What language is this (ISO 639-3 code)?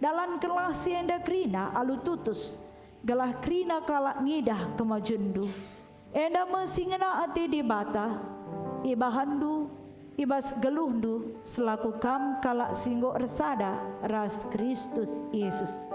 btx